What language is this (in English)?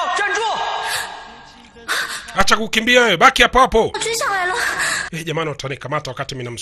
Swahili